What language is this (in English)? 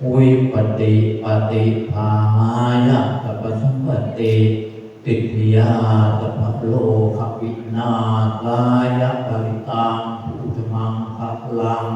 Pali